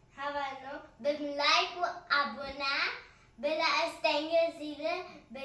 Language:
Kurdish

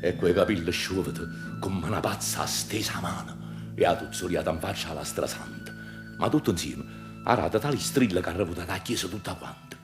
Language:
Neapolitan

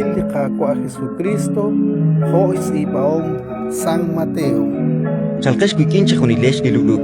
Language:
Kekchí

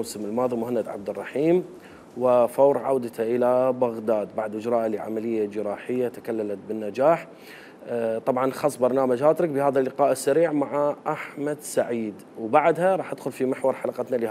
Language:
Mesopotamian Arabic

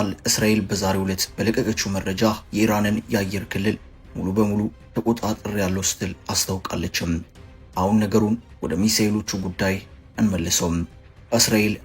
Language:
Amharic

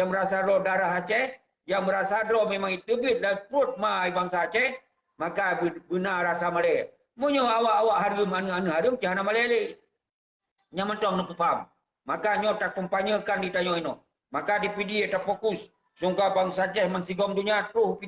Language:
Achinese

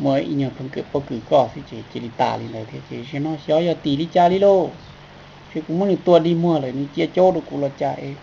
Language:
Hmong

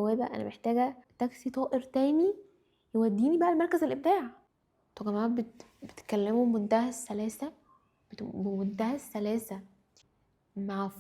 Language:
Egyptian Arabic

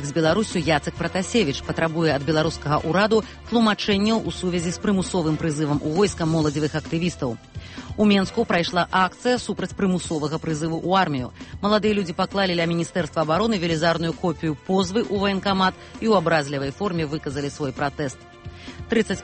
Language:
Belarusian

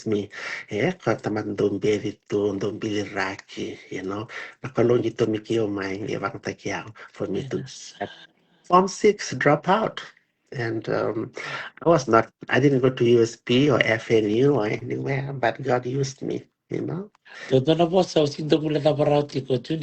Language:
Fijian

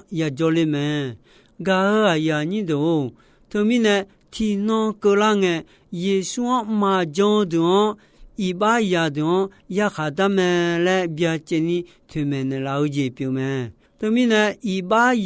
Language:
Akha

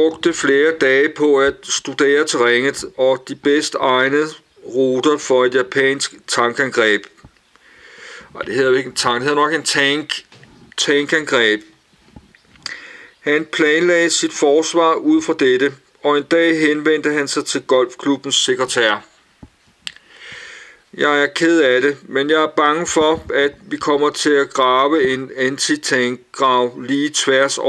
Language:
Danish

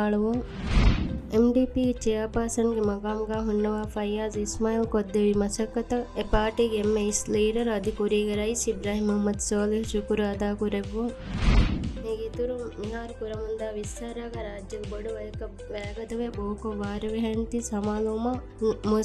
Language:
Divehi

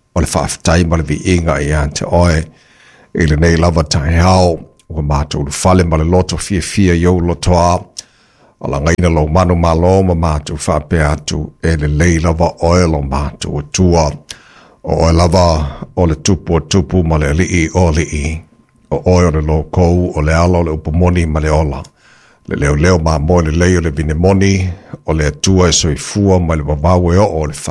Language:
Samoan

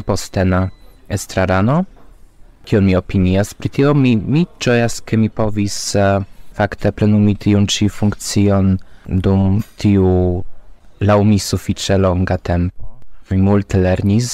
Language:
Esperanto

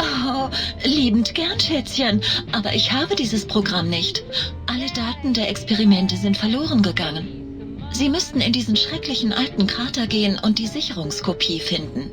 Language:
Bavarian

